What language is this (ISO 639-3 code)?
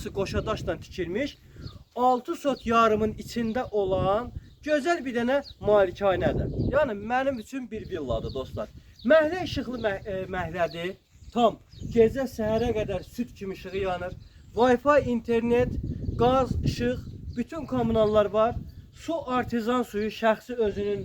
aze